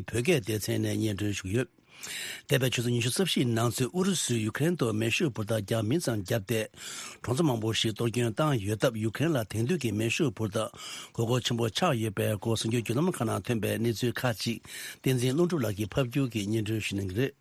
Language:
Tibetan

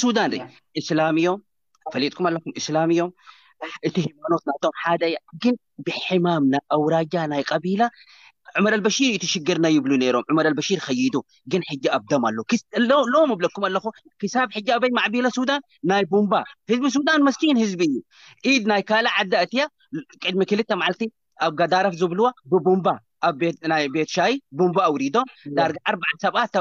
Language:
Tigrinya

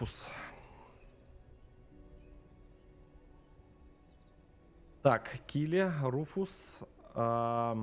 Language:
Russian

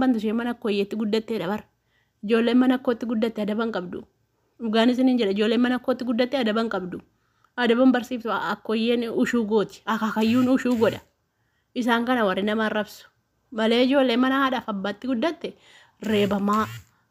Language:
Oromo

